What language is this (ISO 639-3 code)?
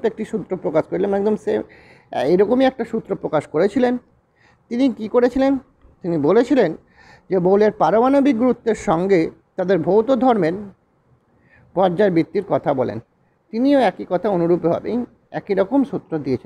ben